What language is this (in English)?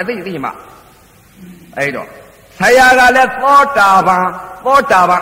Burmese